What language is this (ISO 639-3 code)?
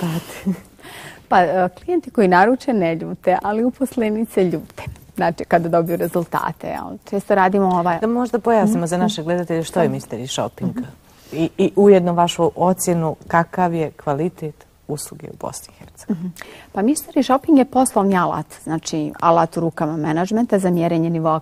bos